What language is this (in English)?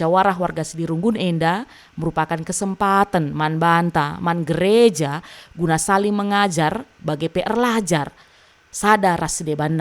Batak Karo